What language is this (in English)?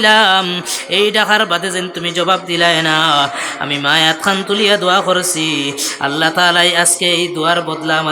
Sylheti